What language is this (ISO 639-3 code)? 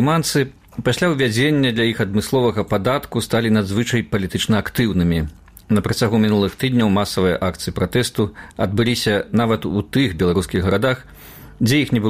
bel